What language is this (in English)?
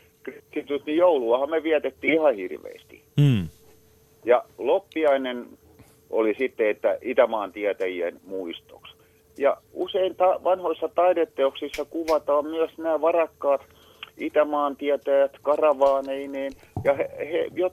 Finnish